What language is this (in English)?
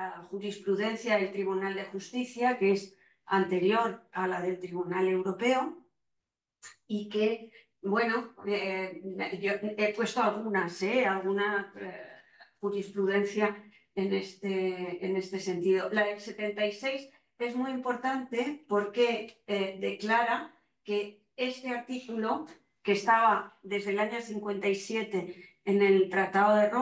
Spanish